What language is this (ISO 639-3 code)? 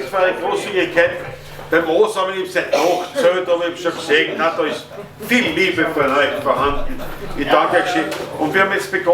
bar